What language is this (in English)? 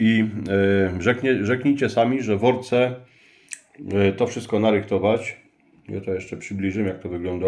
Silesian